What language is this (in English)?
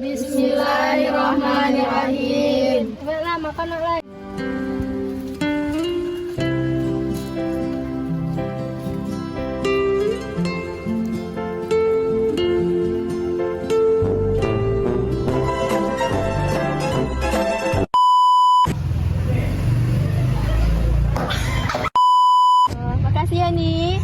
Minangkabau